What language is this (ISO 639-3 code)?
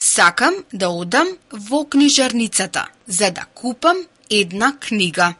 mkd